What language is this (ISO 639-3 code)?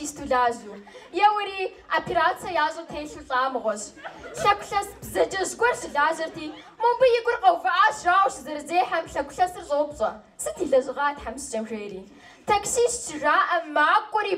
kbd